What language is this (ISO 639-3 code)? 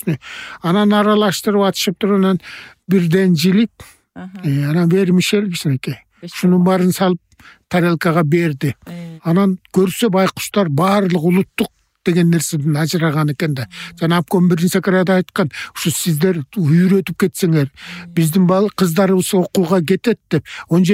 kir